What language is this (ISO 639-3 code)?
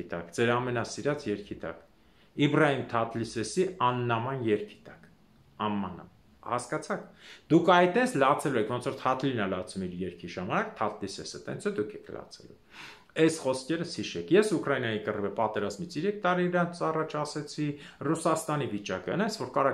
hye